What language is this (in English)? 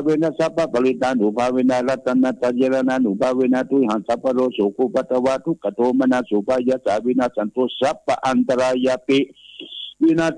Pali